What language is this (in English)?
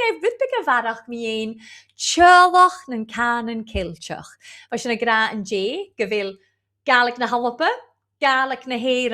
Scottish Gaelic